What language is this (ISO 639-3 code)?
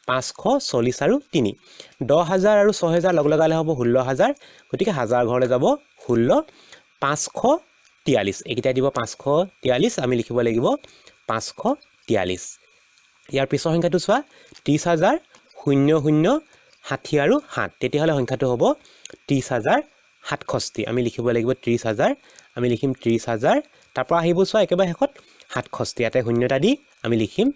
asm